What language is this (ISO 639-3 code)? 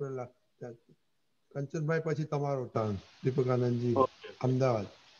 guj